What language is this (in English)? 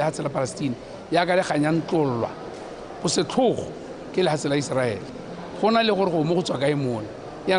Tswana